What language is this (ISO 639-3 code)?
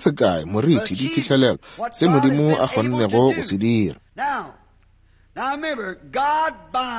nso